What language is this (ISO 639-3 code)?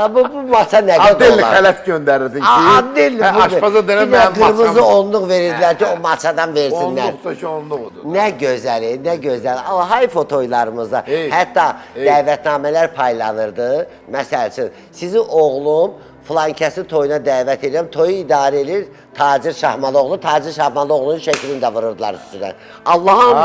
aze